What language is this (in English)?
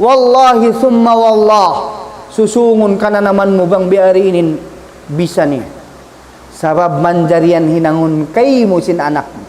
Tausug